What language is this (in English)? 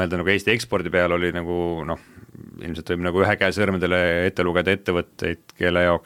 Estonian